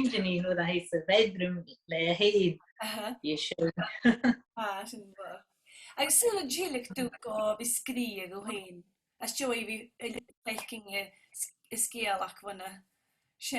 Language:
Scottish Gaelic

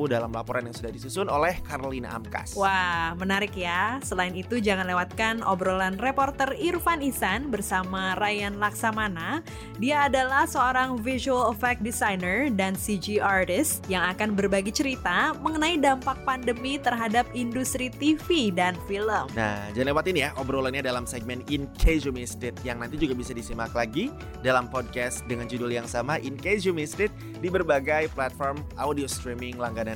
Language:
Indonesian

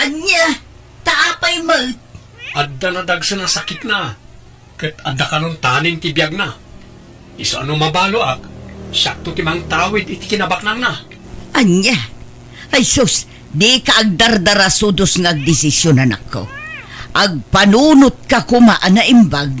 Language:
Iloko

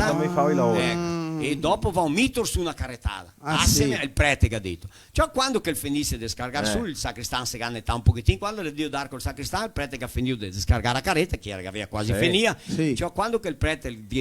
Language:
Venetian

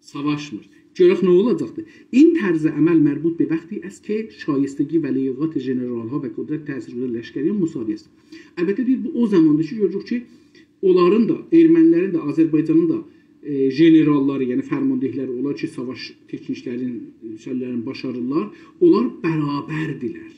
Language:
South Azerbaijani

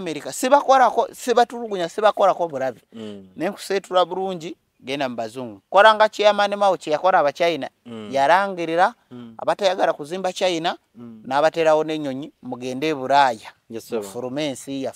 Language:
Ganda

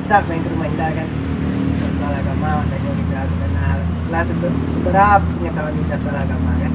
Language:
Minangkabau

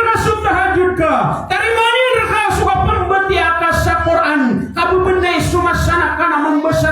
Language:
Maranao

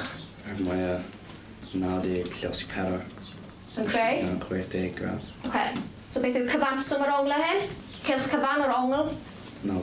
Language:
Welsh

